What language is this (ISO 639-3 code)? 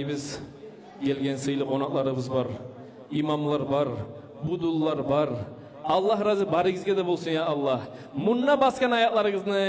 kum